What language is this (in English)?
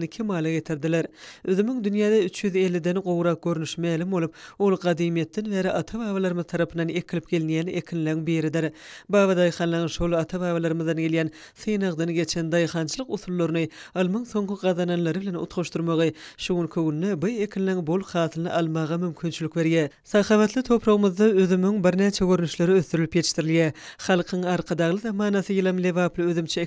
Turkmen